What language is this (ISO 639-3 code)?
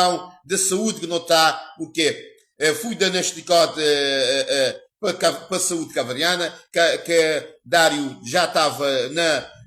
kea